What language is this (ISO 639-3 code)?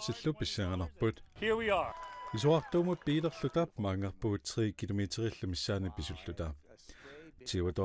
kal